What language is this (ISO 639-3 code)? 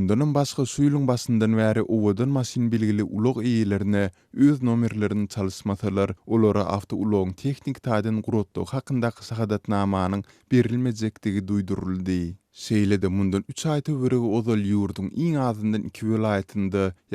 tuk